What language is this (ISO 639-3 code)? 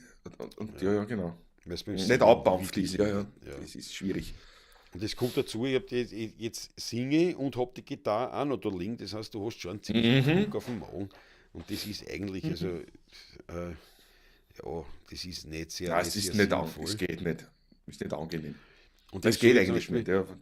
bar